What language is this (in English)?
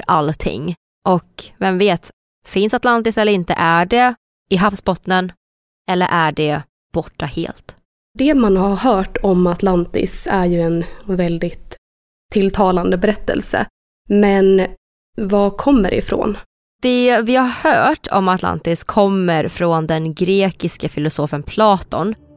Swedish